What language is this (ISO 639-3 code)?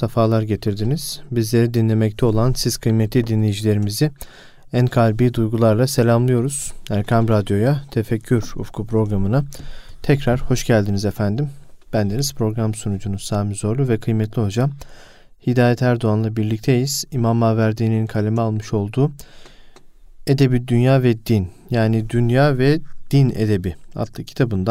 tur